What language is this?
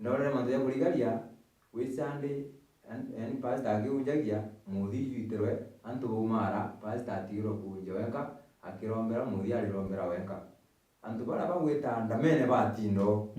Meru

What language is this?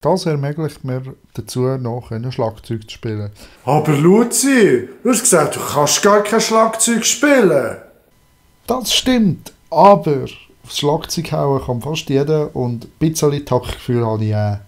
Swiss German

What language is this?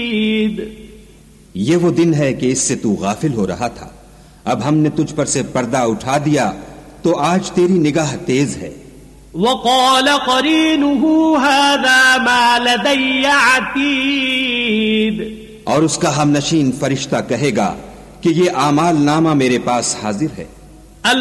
Urdu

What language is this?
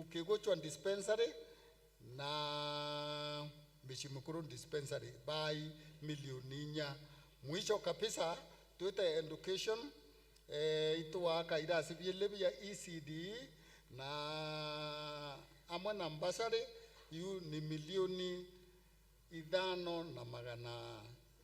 Meru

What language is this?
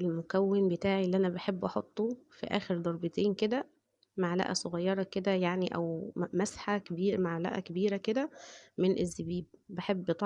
Egyptian Arabic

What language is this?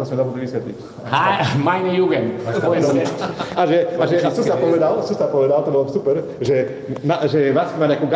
Slovak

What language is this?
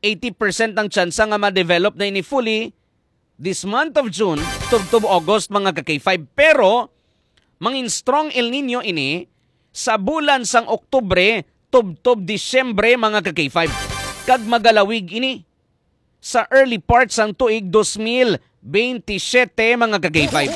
Hiligaynon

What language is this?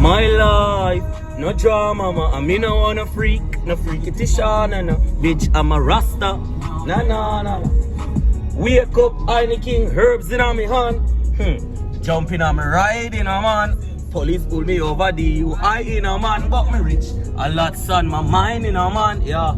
Jamaican Creole English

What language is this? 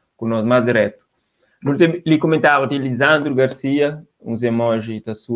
Kabuverdianu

